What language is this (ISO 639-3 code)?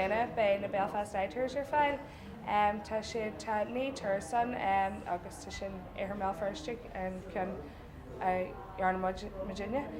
gle